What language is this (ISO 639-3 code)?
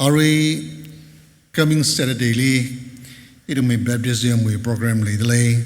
nmf